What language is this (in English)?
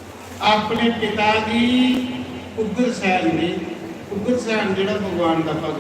Dogri